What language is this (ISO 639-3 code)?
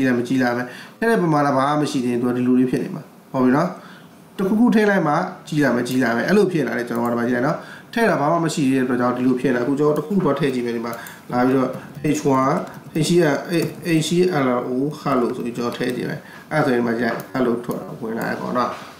mya